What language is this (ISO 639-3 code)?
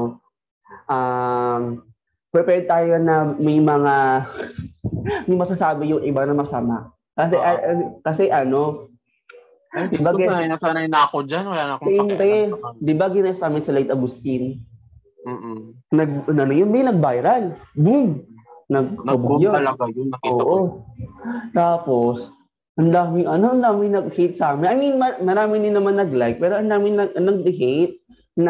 fil